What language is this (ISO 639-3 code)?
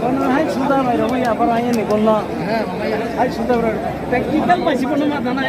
trp